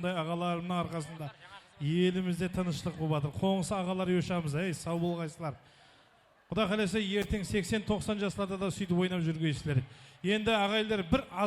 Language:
Kara-Kalpak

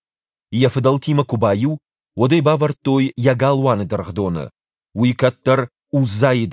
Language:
Ossetic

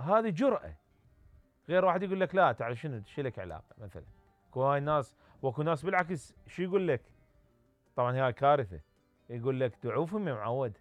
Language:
Mesopotamian Arabic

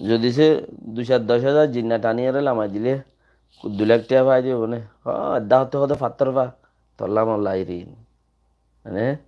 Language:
Rohingya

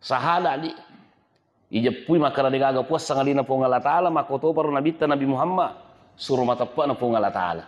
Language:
Buginese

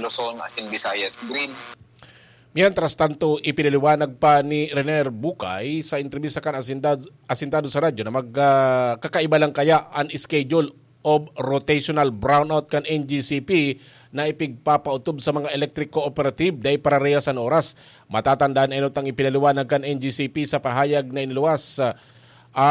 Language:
Bikol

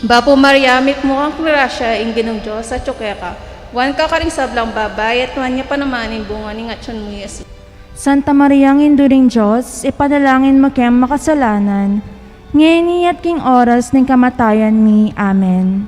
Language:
Pampanga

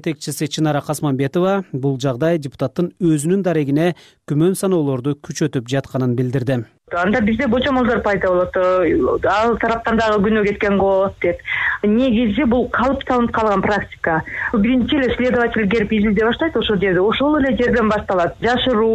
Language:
Kyrgyz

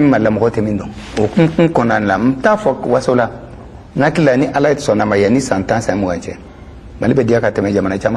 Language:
Bambara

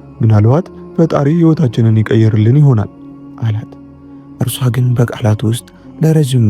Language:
Amharic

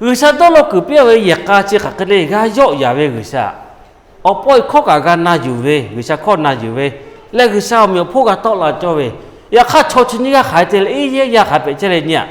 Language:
Lahu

